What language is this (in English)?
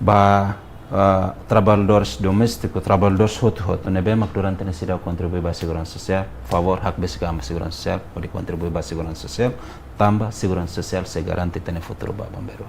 Tetum